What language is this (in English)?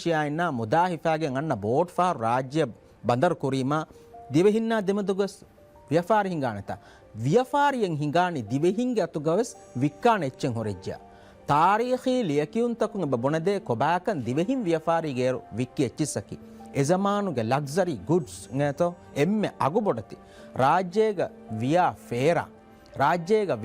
Divehi